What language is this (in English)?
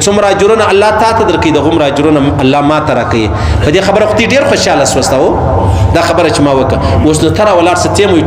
Pashto